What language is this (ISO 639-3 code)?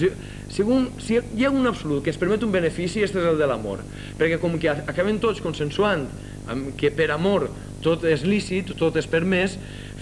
cat